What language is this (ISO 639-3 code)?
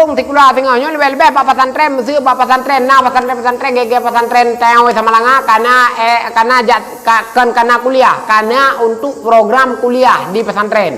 ace